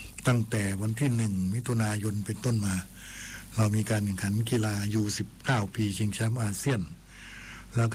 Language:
Thai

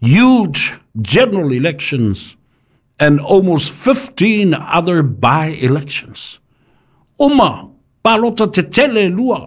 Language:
Samoan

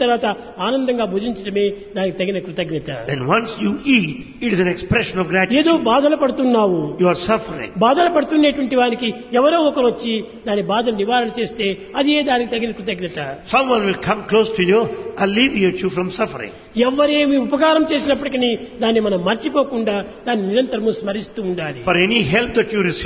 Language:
Telugu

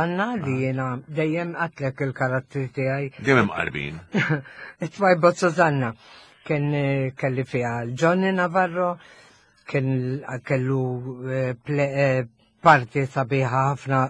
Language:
Maltese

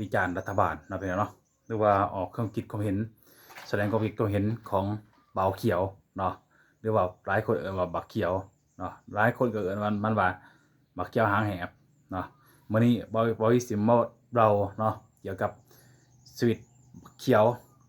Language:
Lao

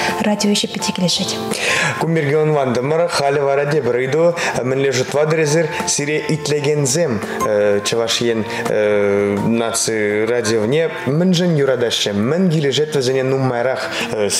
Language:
Chuvash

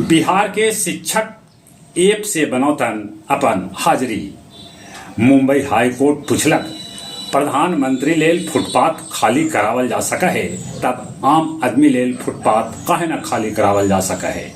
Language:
Magahi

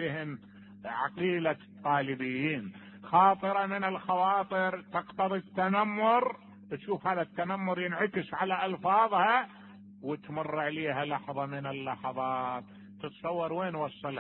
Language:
Mesopotamian Arabic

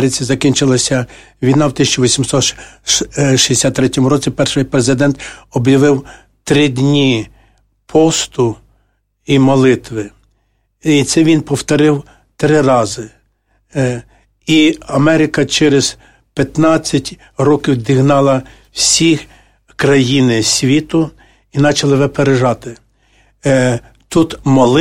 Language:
Ukrainian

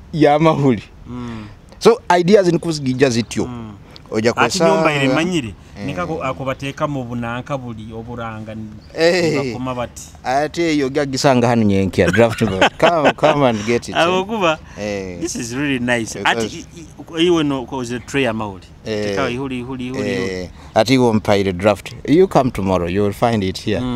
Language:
Nyoro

